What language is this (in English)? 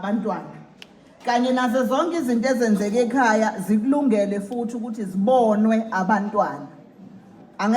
Zulu